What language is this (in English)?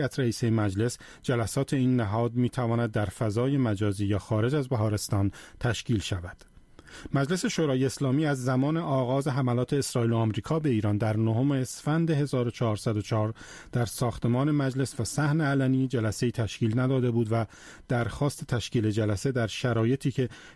Persian